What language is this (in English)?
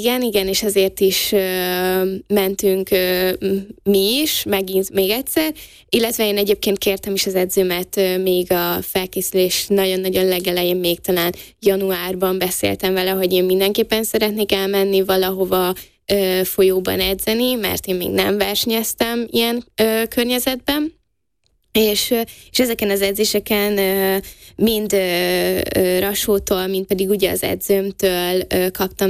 Hungarian